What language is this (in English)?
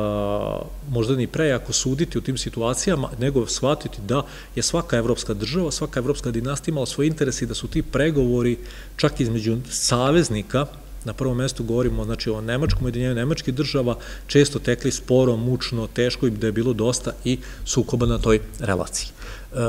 Serbian